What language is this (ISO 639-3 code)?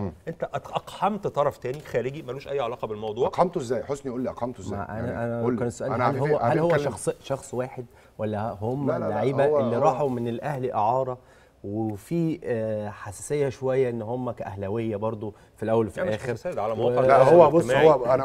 arz